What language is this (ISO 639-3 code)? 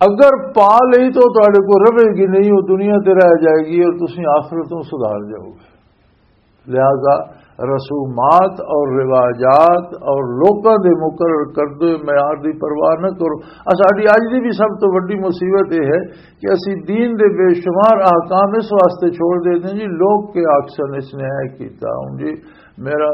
lah